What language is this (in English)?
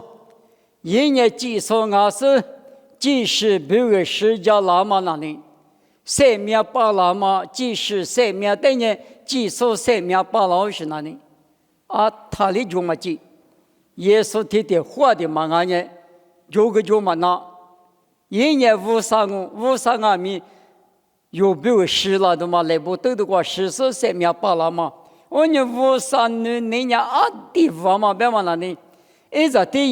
Lisu